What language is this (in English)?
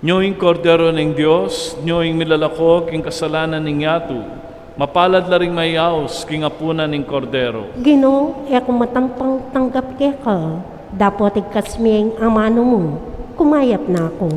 Pampanga